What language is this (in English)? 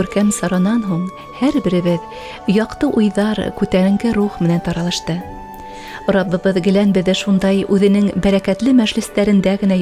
Bashkir